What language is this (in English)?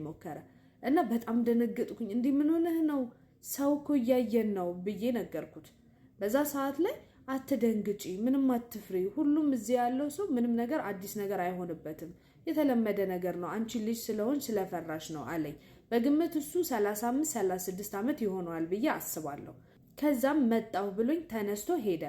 Amharic